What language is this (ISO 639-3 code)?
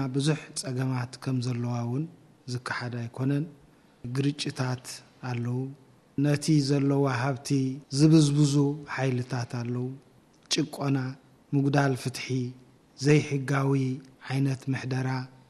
tir